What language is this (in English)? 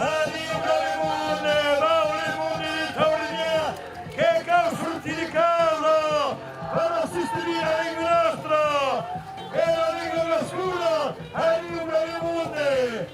Occitan